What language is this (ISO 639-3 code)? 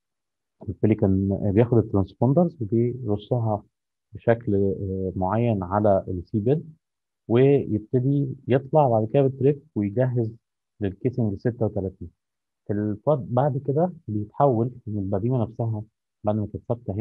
arz